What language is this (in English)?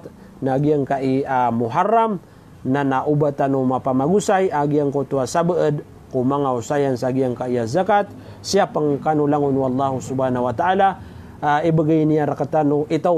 Maranao